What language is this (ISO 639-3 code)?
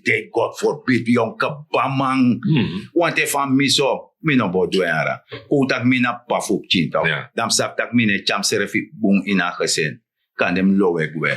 srn